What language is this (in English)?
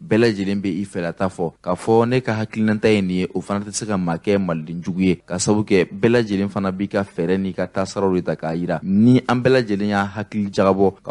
Bambara